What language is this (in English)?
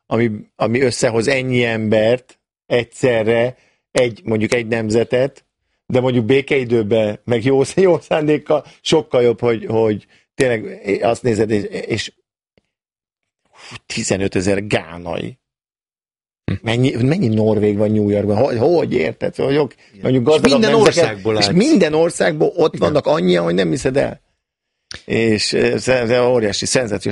Hungarian